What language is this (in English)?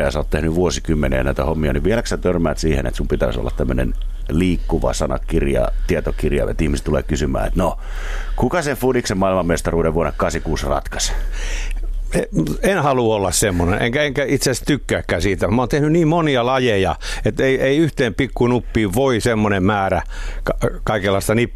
Finnish